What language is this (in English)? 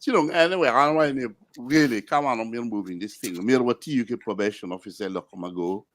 Acoli